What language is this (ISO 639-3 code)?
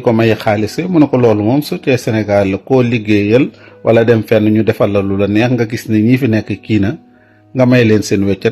wol